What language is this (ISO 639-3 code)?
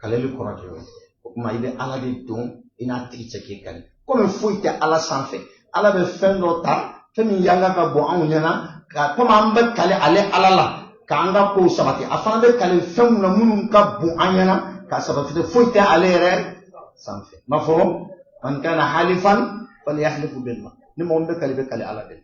bam